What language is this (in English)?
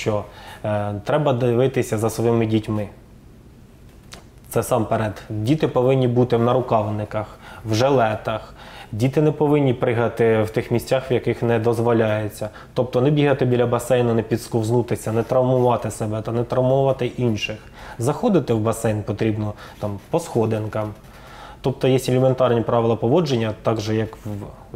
Ukrainian